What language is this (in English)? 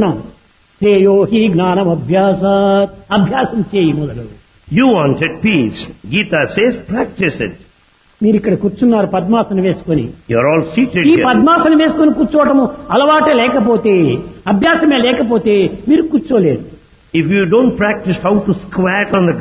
Telugu